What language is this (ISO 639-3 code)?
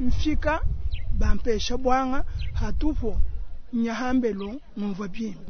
lua